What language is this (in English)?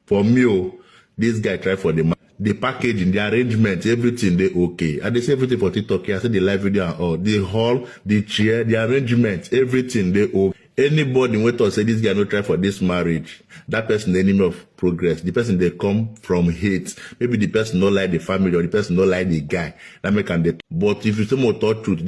Nigerian Pidgin